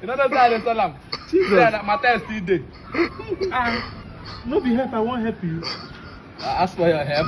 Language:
Nigerian Pidgin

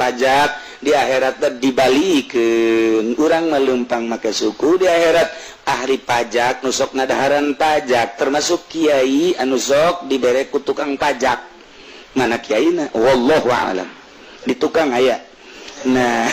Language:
Sundanese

